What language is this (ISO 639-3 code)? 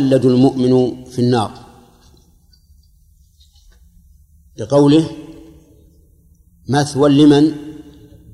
ara